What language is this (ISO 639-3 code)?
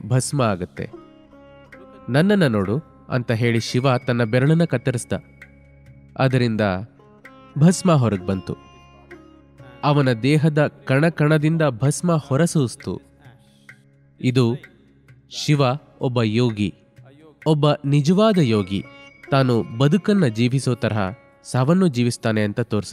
kan